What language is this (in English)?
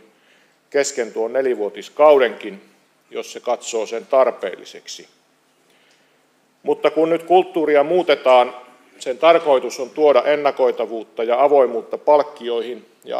Finnish